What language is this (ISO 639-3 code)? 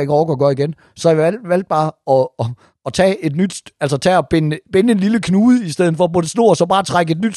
dan